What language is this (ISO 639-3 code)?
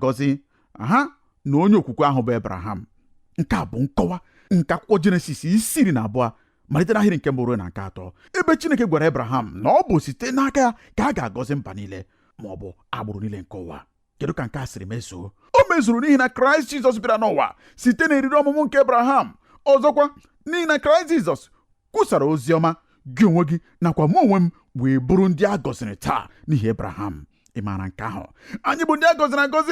ibo